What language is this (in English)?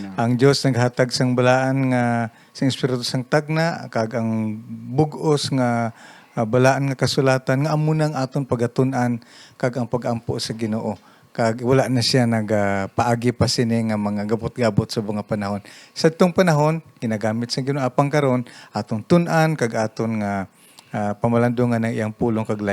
Hiligaynon